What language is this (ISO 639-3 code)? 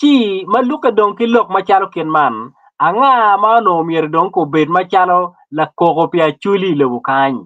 ach